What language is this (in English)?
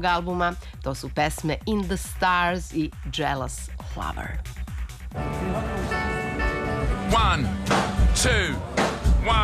Serbian